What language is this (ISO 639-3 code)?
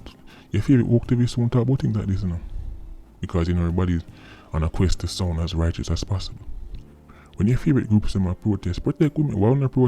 jam